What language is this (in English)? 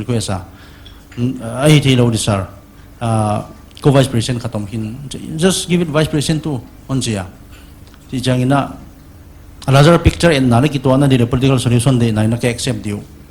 Paite Chin